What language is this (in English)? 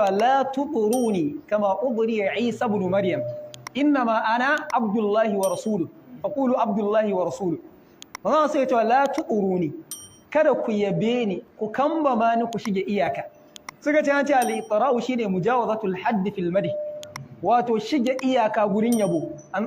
Hausa